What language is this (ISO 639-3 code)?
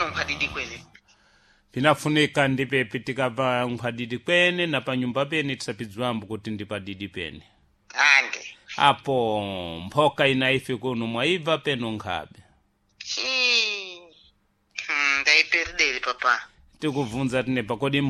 seh